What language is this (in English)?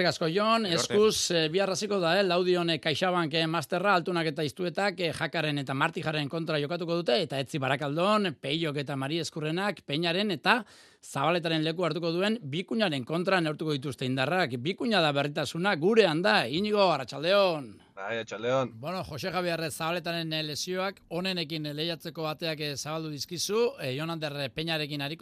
Basque